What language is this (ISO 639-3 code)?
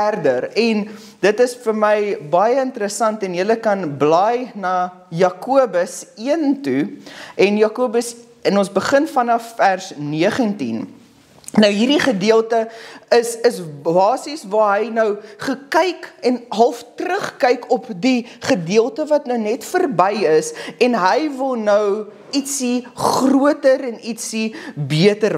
afr